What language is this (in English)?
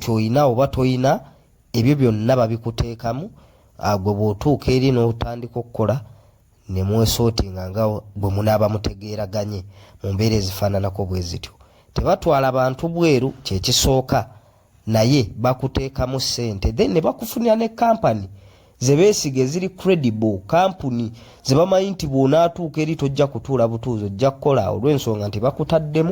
Ganda